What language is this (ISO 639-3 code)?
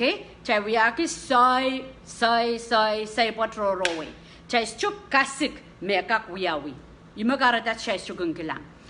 pon